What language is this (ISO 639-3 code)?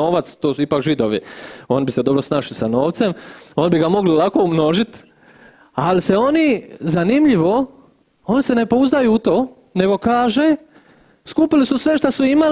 hrv